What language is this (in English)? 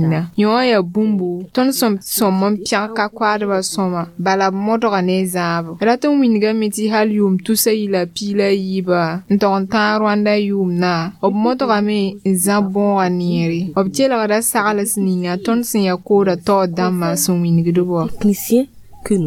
Mossi